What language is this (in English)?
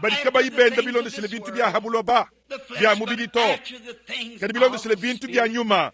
Luba-Lulua